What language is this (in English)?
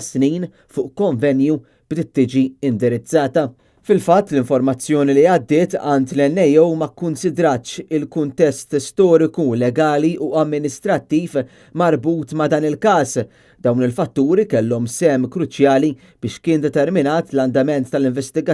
Maltese